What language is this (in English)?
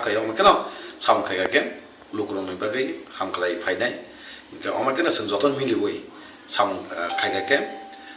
Riang (India)